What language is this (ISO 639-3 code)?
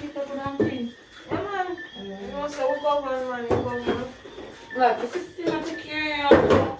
jam